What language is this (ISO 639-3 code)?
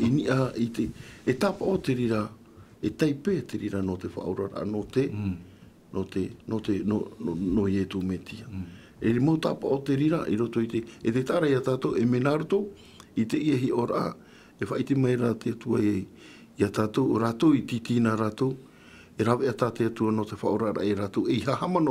tah